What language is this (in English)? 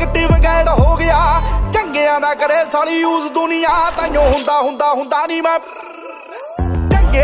Punjabi